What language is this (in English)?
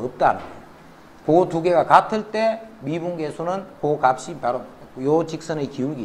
Korean